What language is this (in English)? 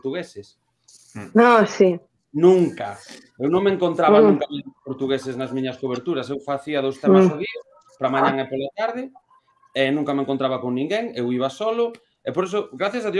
Galician